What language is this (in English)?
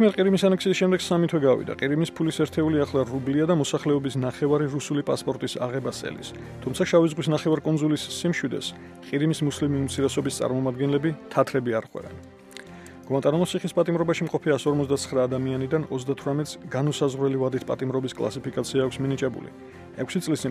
Georgian